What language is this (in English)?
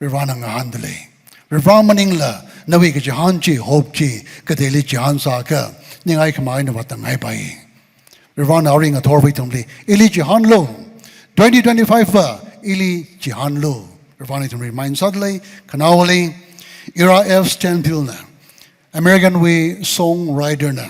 Tangkhul Naga (India)